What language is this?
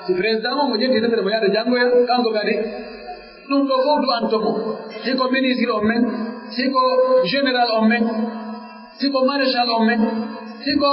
Pular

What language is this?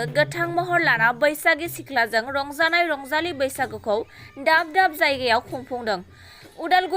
Bodo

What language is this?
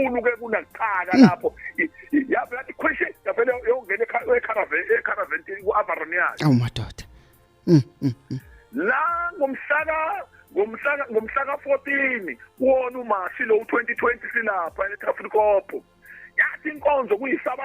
Zulu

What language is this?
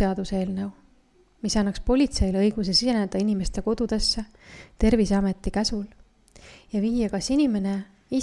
Estonian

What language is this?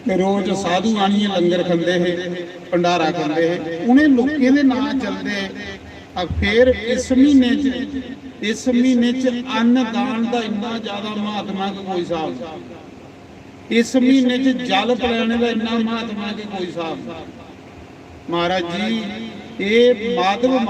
Dogri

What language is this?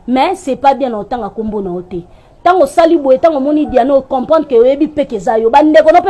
Lingala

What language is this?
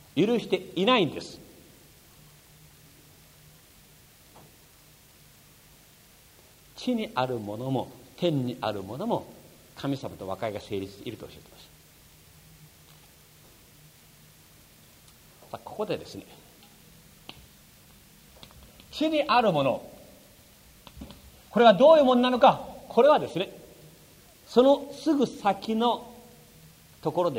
Japanese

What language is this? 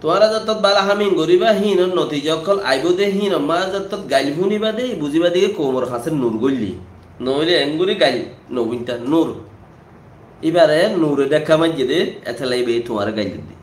Rohingya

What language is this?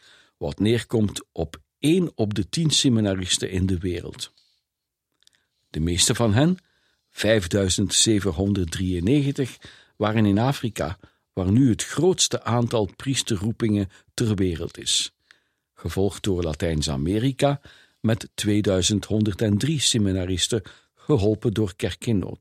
Dutch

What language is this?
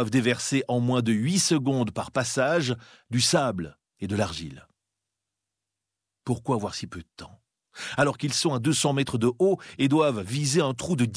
French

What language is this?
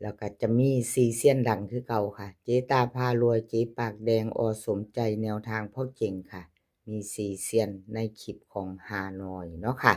Northeastern Thai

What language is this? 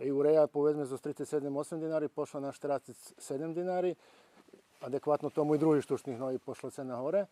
Rusyn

